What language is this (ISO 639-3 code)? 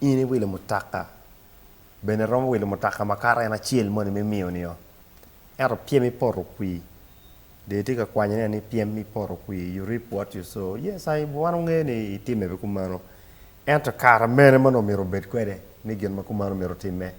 ach